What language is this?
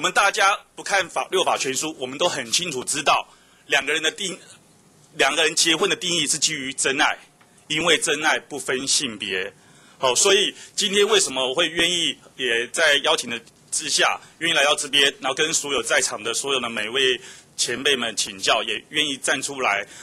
Chinese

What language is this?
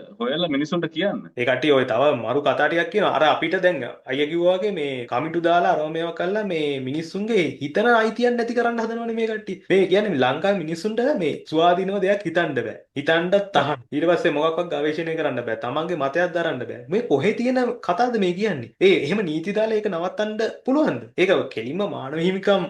Sinhala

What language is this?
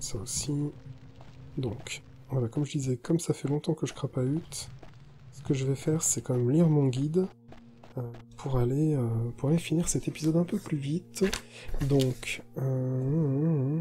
French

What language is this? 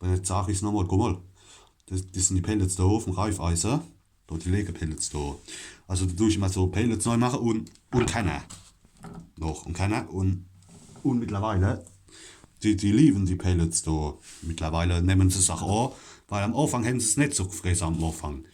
Palatine German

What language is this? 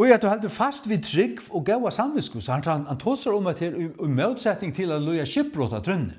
Faroese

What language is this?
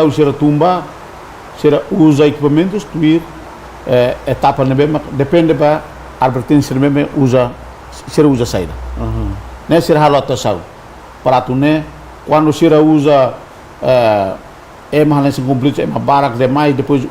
Tetum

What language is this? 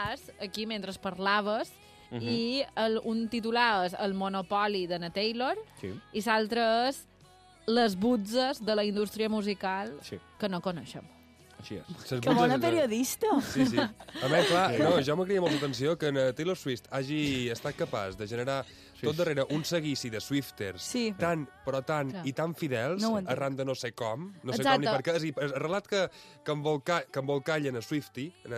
Catalan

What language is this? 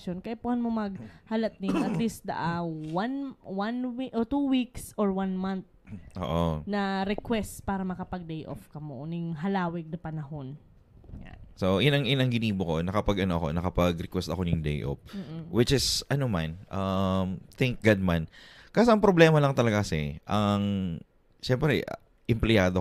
Bikol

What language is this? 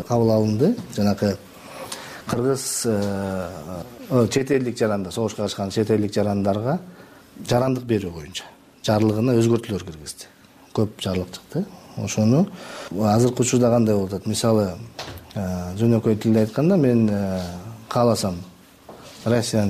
Kyrgyz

